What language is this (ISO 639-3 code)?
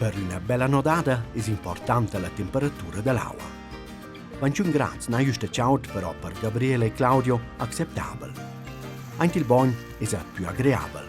roh